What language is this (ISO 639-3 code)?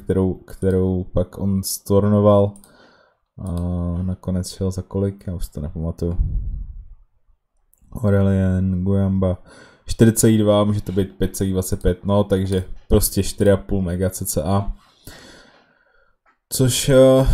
ces